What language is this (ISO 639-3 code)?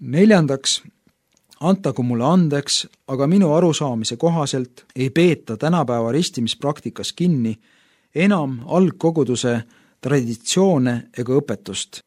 est